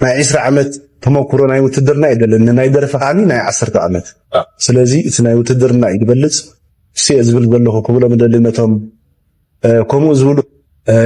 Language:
Tigrinya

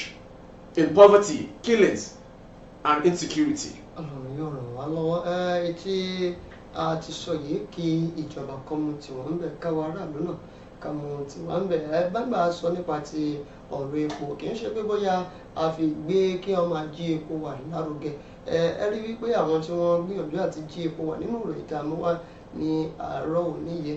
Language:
Yoruba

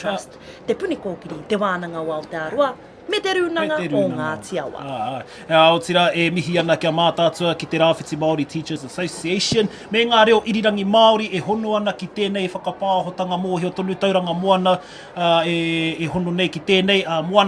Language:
Māori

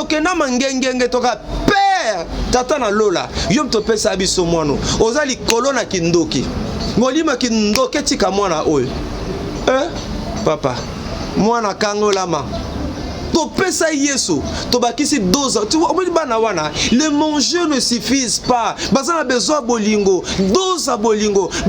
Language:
Lingala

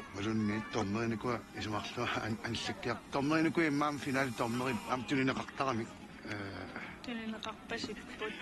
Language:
Kalaallisut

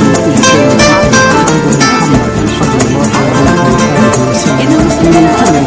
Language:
Swahili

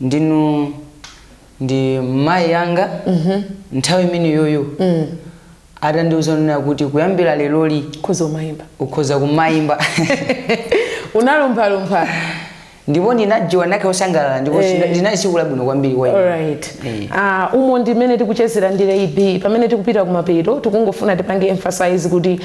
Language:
Nyanja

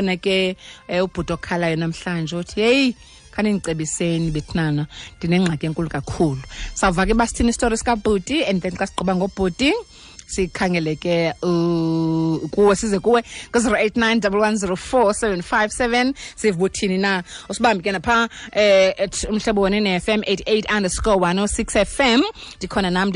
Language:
Xhosa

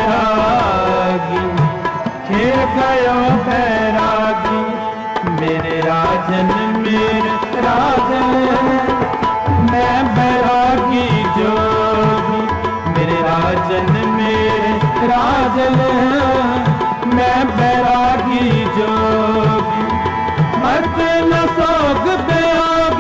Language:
Hindi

